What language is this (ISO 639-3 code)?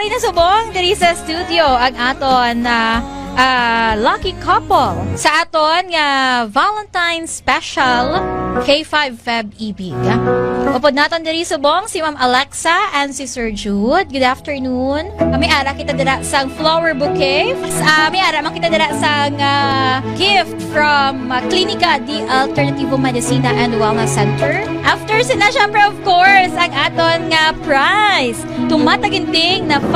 hil